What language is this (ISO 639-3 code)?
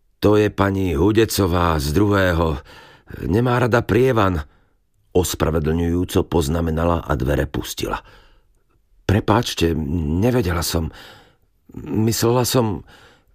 slk